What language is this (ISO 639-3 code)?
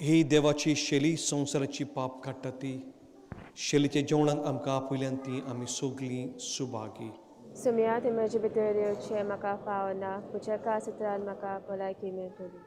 kok